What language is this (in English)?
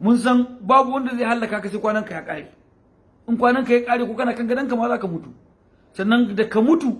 Hausa